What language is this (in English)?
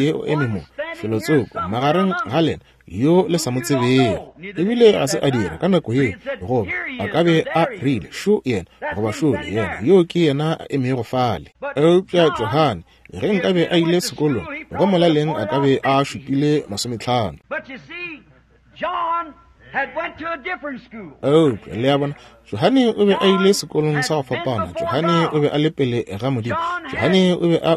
Northern Sotho